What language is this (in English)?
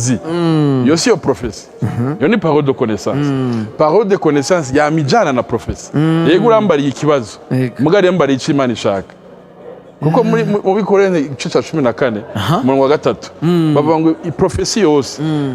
Rundi